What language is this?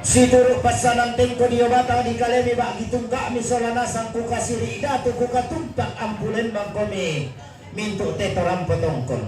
Toraja-Sa'dan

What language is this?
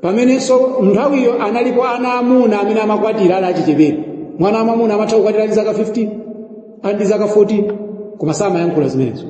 Nyanja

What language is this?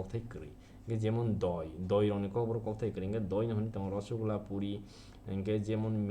Kok Borok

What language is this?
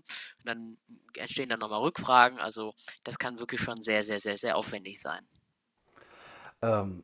German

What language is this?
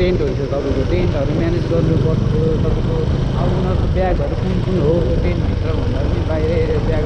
Nepali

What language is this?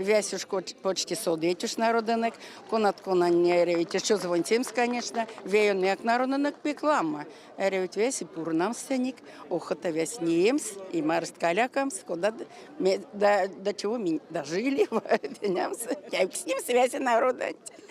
Erzya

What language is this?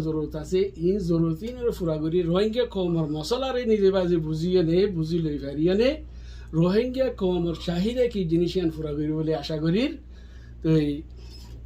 Rohingya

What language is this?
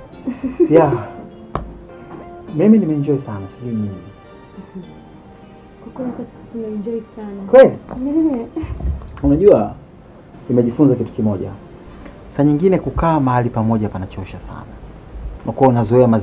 Swahili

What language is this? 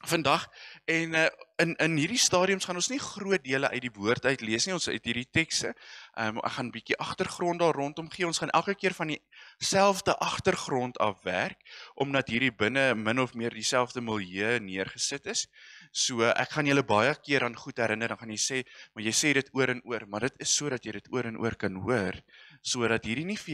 Afrikaans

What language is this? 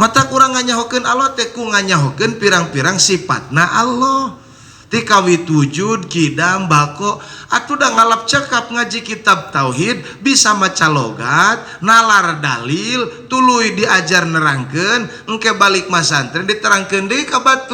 Sundanese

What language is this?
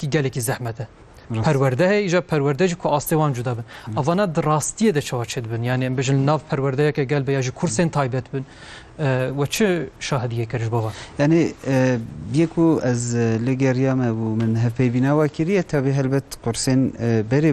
Kurdish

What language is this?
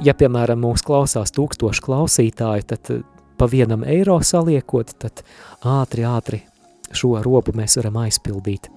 Latvian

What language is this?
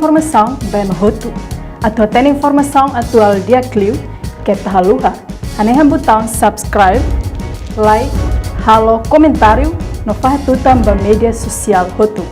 Tetum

